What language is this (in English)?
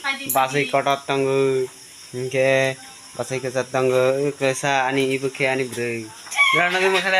Kok Borok